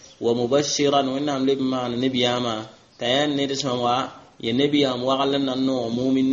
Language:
Mossi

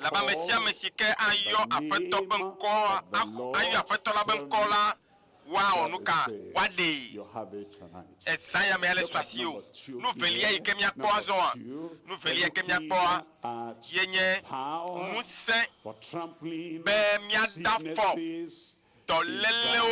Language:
Ewe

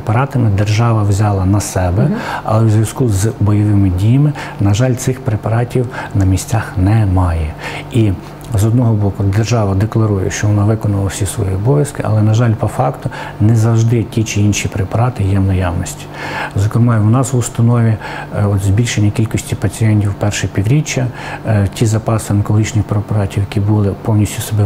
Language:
Ukrainian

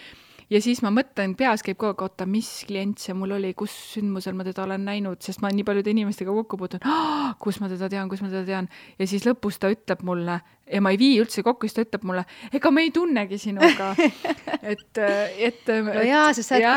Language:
Estonian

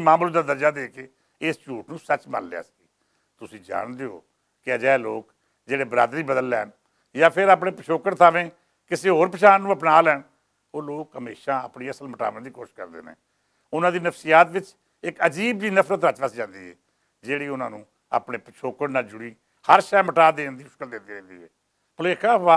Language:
Western Panjabi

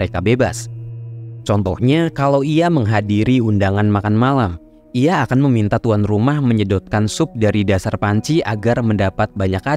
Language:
Indonesian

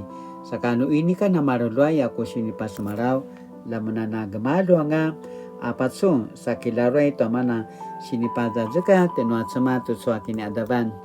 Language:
Paiwan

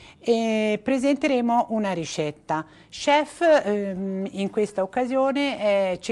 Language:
Italian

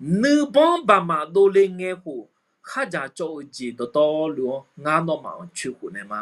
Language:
Akha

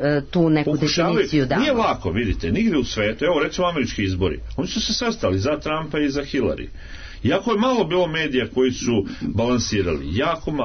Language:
Serbian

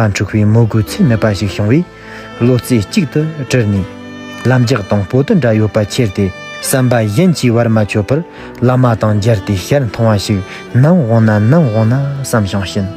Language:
Tibetan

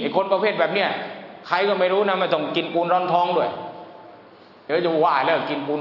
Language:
Thai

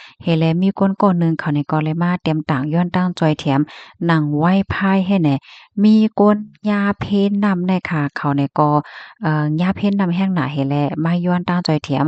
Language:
Shan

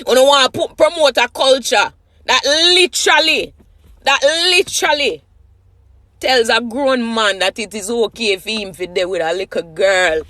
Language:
Jamaican Creole English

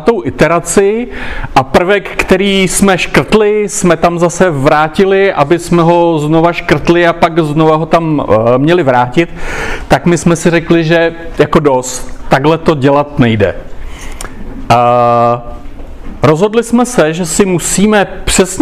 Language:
Czech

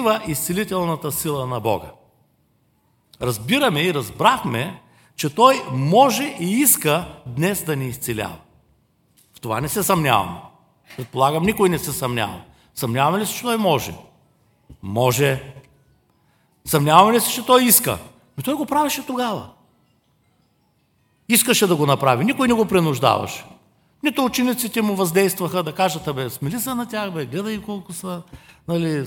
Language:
Bulgarian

